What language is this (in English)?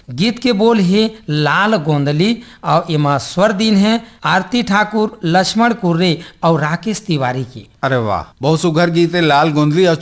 Chhattisgarhi